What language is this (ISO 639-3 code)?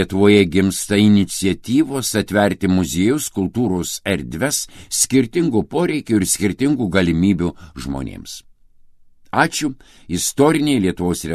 lit